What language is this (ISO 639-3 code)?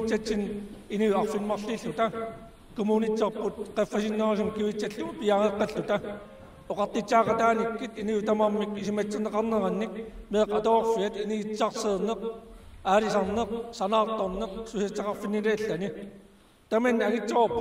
kal